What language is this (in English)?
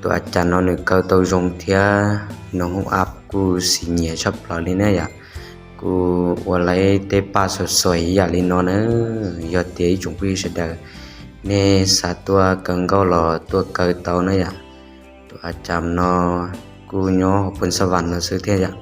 Hmong